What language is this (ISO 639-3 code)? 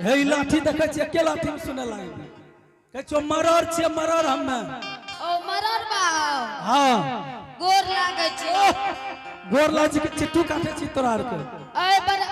anp